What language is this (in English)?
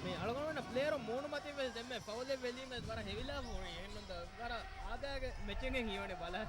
Divehi